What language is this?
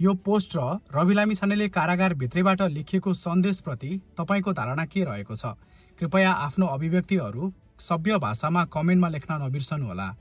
Nepali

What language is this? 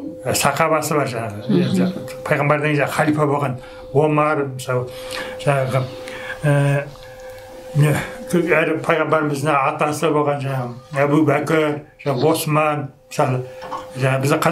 Kazakh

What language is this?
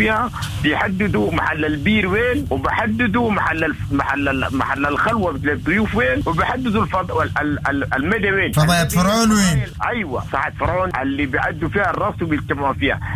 Sudanese Arabic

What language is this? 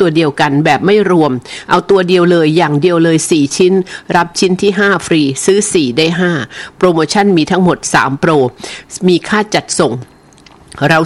Thai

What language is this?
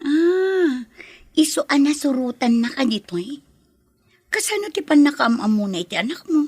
Iloko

